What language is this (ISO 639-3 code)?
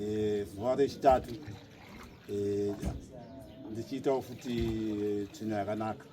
sna